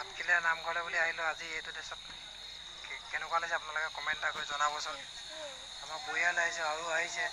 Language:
Assamese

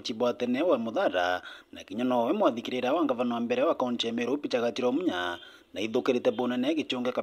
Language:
Meru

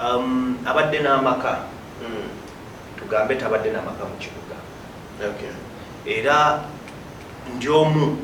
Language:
Ganda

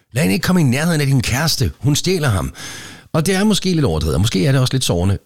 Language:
Danish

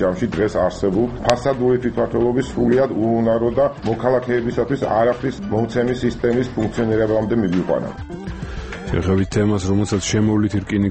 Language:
Georgian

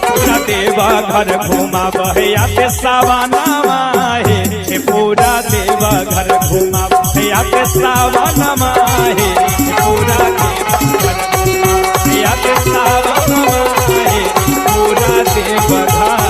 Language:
Magahi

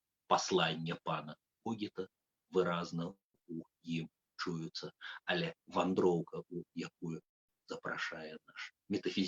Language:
Belarusian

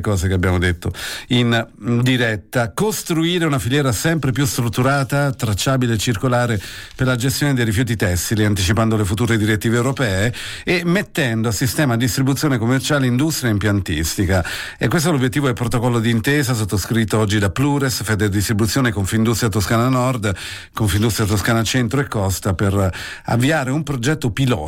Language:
Italian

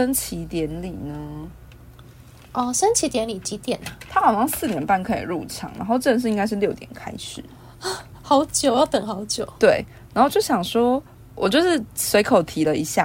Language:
Chinese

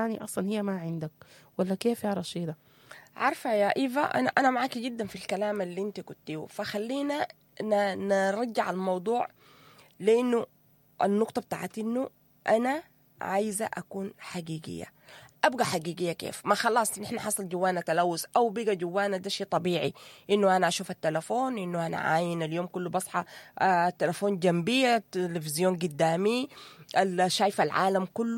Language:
Sudanese Arabic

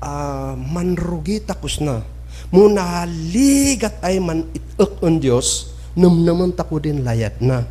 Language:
Kankanaey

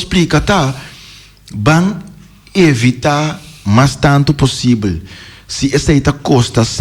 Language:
Papiamento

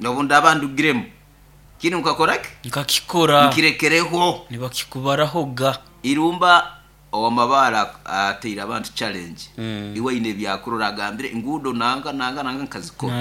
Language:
Nyoro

